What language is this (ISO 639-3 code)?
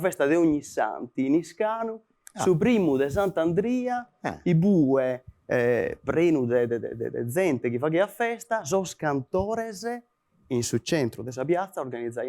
srd